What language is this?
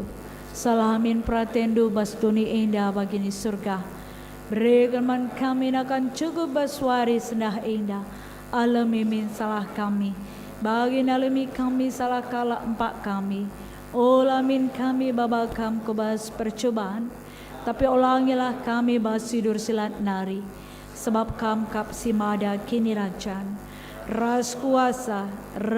Batak Karo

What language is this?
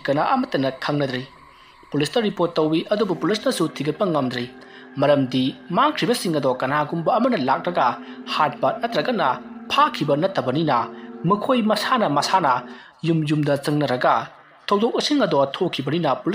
Manipuri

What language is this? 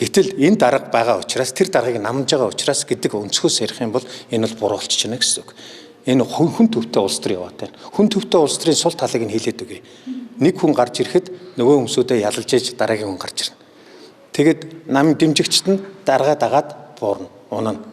Mongolian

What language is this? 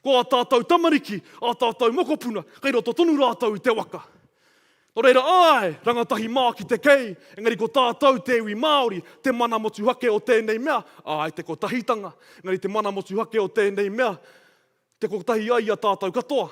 Māori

